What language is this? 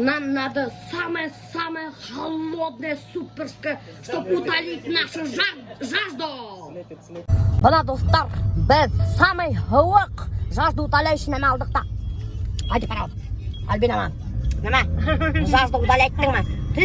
Bashkir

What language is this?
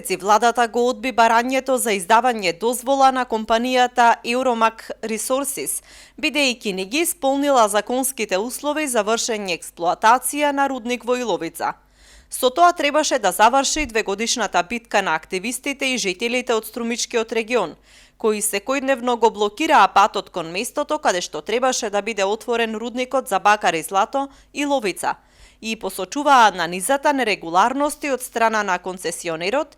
Macedonian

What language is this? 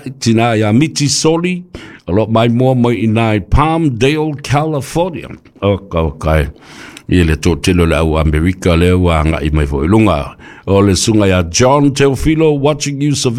Samoan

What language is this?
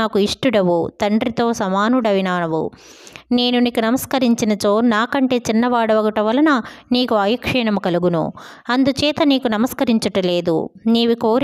Telugu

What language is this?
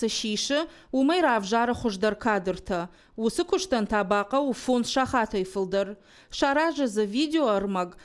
Ossetic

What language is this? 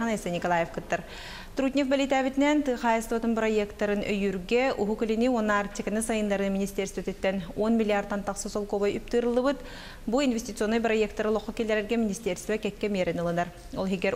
Yakut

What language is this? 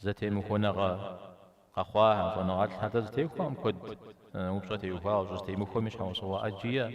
Kabardian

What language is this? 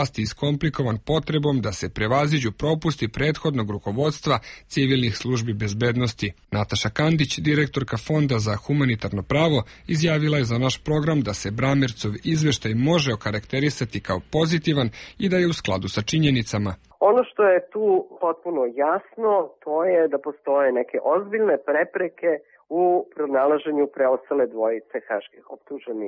Serbian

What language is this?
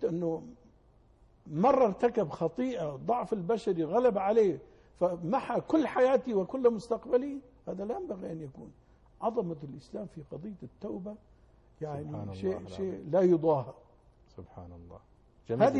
Arabic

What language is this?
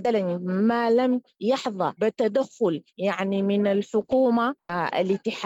Sudanese Arabic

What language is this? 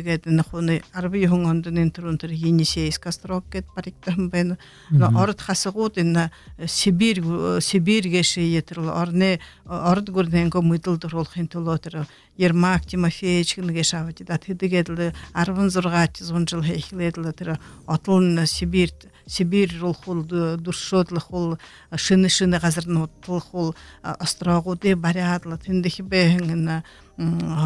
Buriat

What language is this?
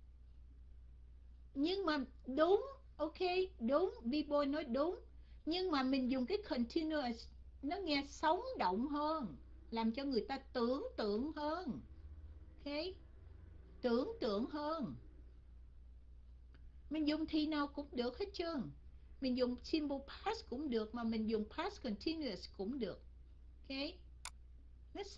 Vietnamese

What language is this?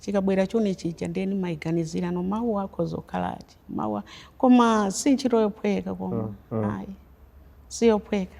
Nyanja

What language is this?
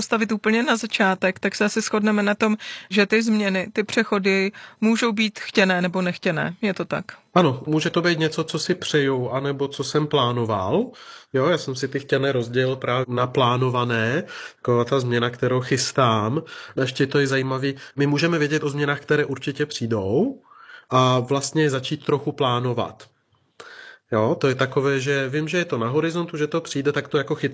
Czech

